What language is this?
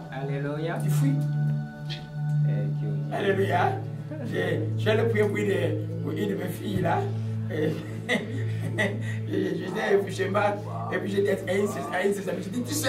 French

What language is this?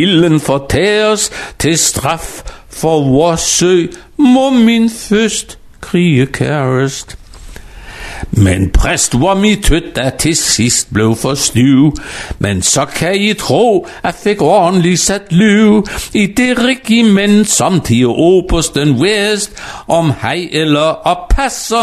Danish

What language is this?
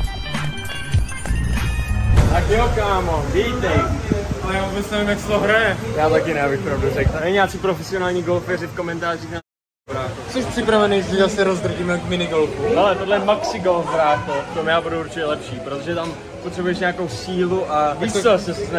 Czech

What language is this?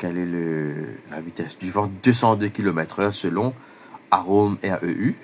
Morisyen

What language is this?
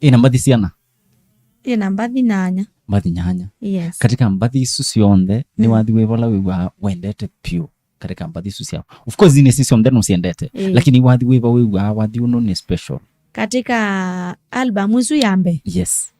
Kamba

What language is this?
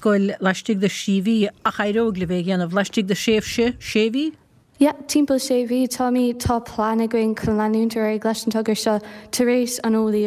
Irish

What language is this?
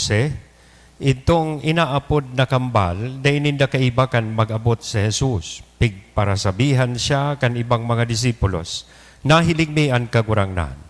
Bikol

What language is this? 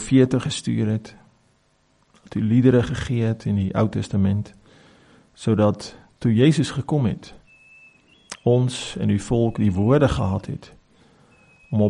Afrikaans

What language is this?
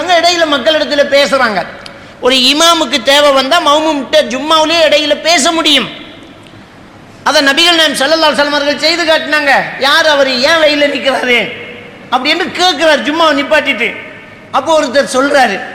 Tamil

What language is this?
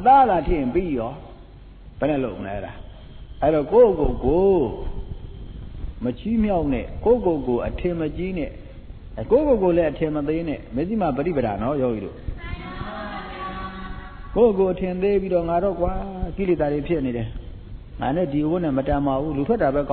Burmese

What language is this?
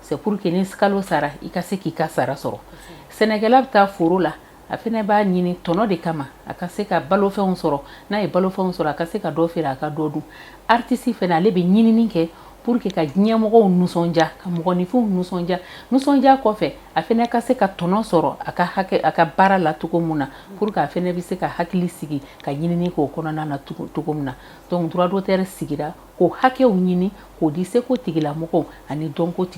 Bambara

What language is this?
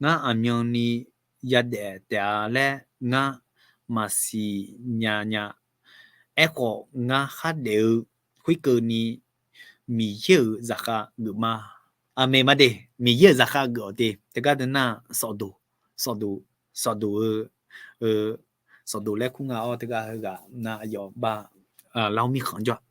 Akha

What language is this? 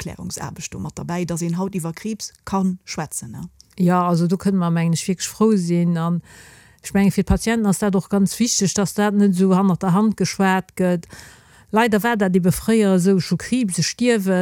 Luxembourgish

